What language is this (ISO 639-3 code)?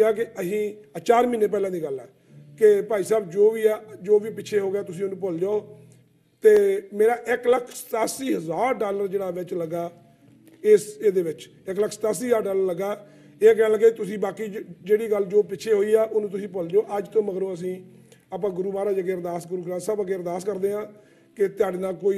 pan